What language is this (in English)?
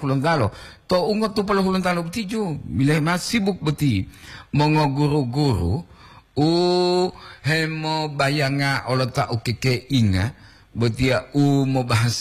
Gorontalo